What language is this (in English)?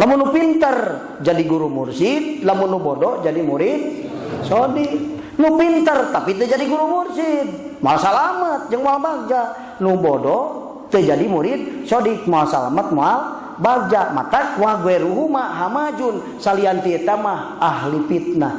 Sundanese